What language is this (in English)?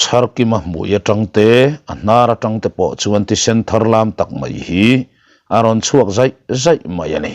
Mizo